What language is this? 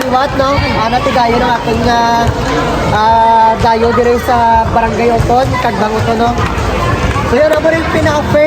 Hiligaynon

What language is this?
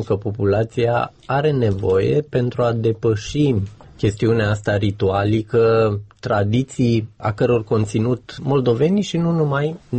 Romanian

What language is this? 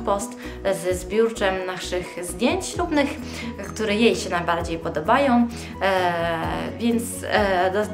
Polish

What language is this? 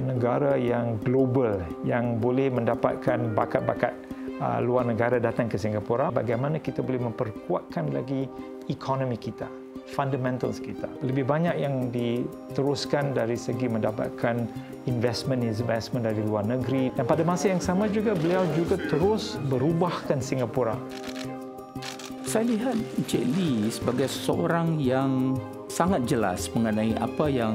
Malay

